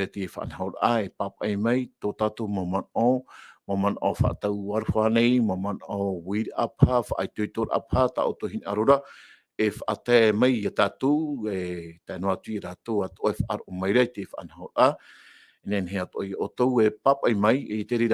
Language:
Tahitian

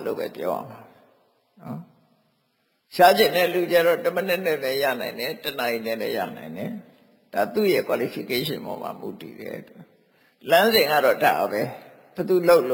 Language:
Burmese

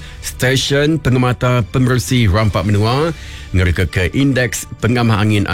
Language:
Iban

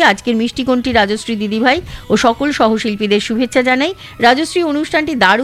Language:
Bangla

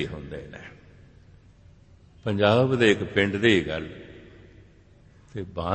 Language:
Punjabi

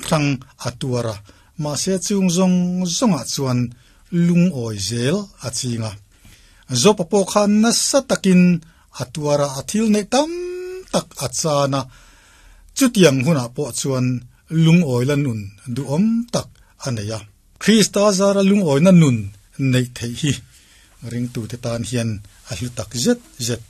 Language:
Mizo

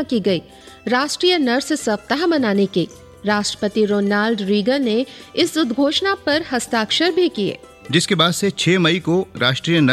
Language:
Hindi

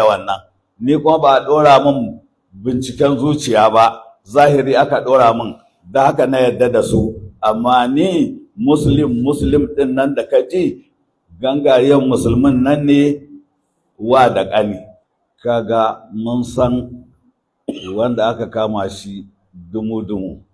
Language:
Hausa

